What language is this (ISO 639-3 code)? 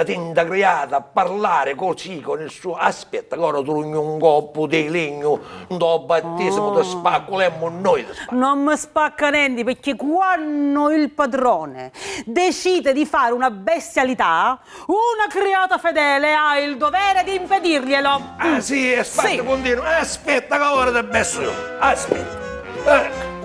scn